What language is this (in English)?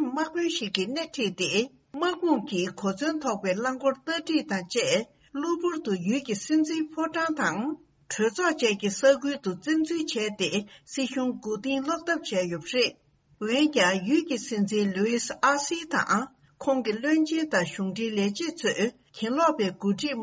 Tibetan